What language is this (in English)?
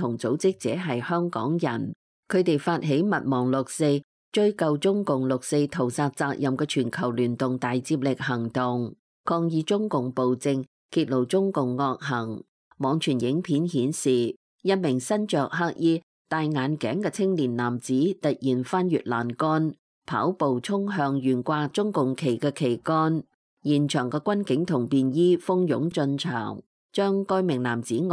Cantonese